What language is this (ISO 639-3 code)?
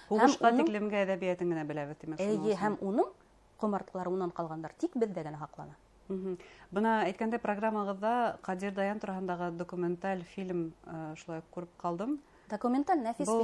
bak